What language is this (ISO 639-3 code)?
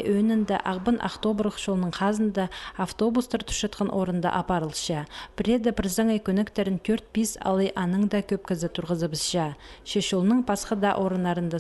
kjh